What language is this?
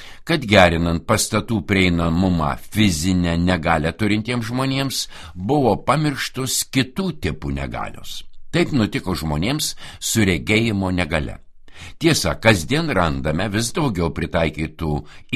Lithuanian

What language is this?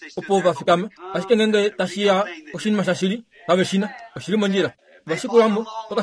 Kuanyama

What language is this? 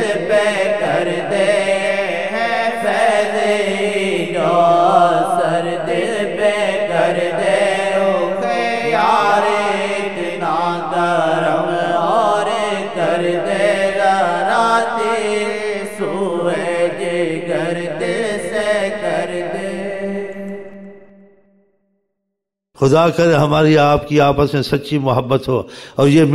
Urdu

